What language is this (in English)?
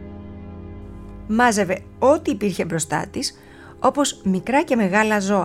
Greek